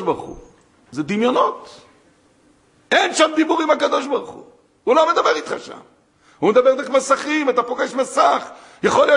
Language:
Hebrew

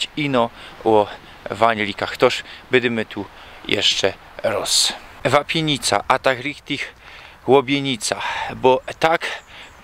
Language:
Silesian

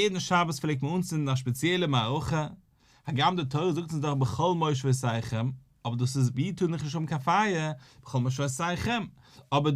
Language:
Yiddish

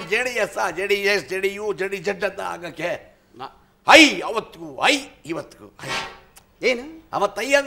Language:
Kannada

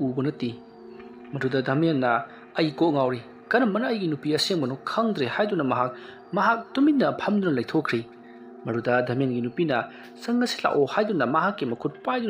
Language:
Manipuri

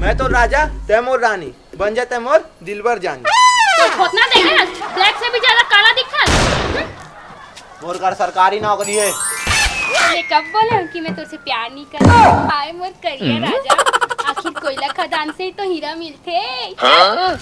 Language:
Chhattisgarhi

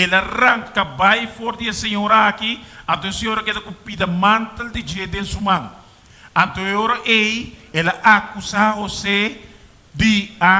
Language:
Papiamento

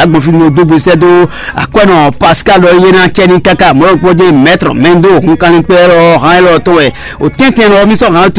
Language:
Fon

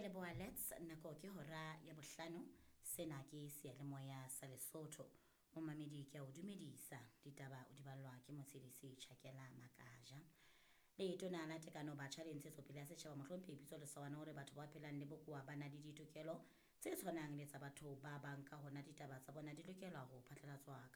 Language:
Southern Sotho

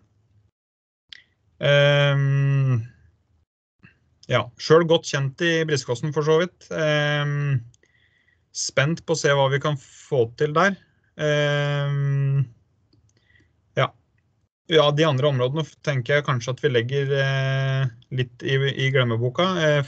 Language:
Norwegian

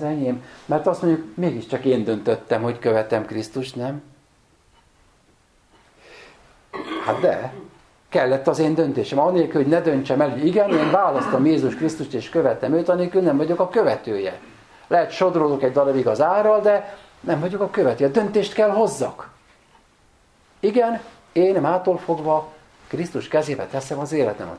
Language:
Hungarian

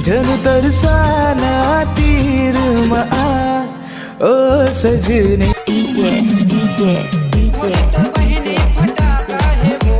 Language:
Chhattisgarhi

